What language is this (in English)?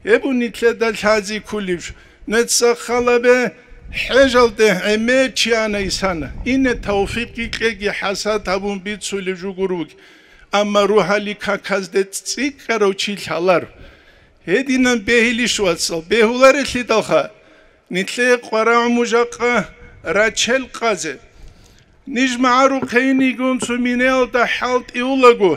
Avaric